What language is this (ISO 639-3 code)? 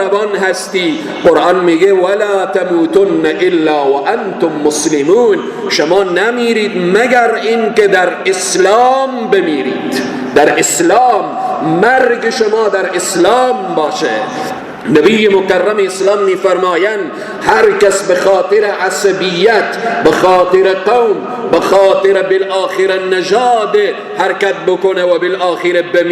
fas